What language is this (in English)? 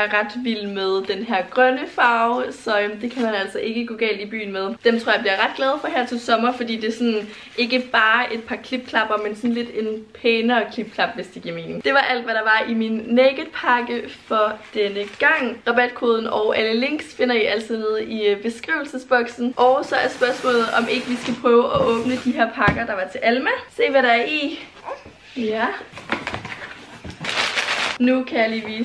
Danish